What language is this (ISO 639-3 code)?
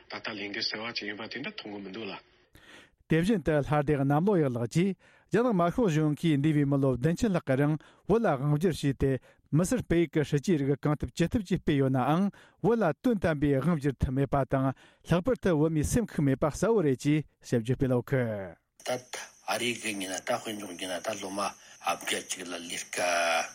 bod